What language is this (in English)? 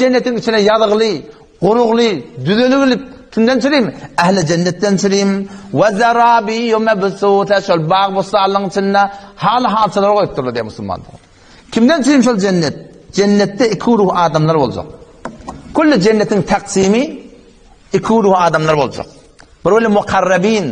Turkmen